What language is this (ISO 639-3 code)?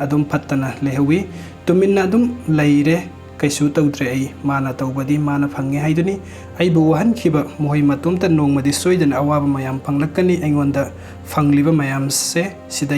mni